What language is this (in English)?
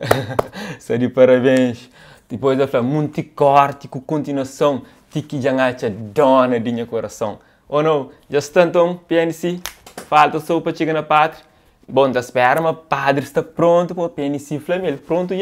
Kabuverdianu